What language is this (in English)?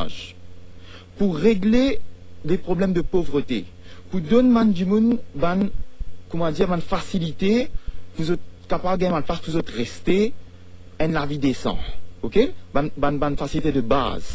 Morisyen